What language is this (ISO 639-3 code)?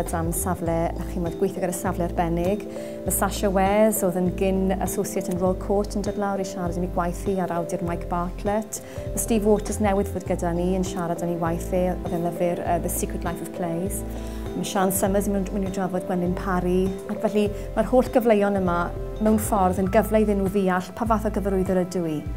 cym